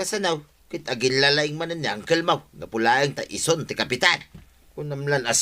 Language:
Iloko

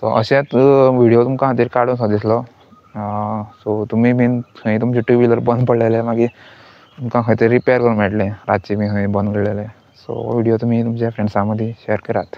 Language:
Konkani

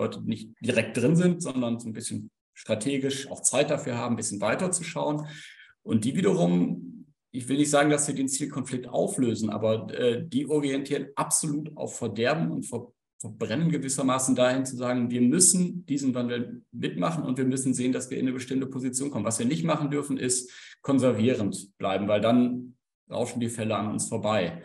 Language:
German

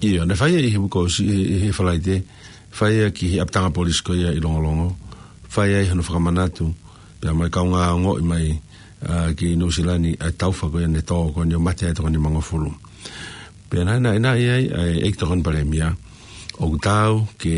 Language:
Tongan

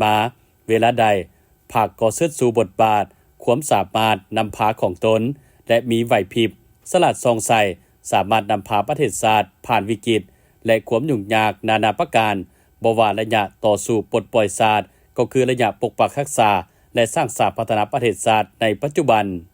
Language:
Lao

